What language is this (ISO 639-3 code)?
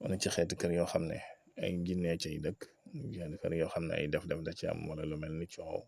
wol